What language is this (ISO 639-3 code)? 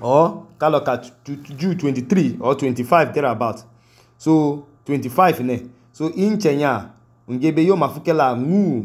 idu